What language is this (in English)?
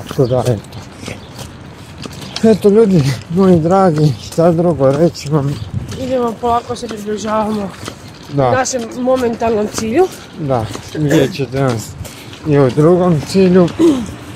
Croatian